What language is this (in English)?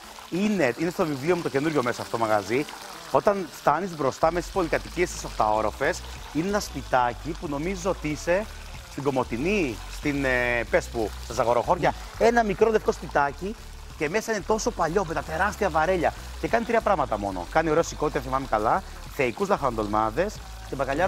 Greek